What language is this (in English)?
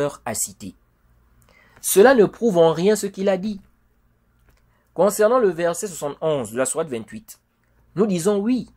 French